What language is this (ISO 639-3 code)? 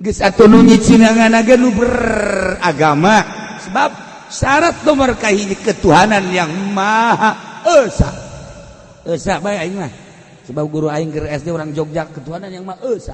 sun